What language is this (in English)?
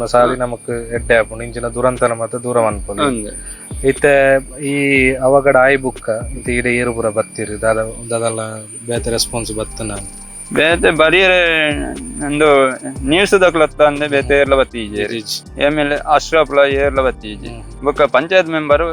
Tulu